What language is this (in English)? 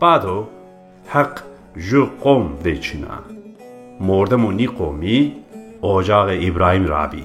Zaza